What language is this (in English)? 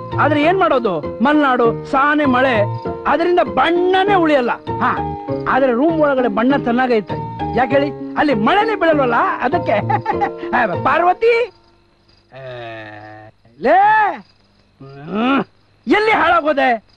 Kannada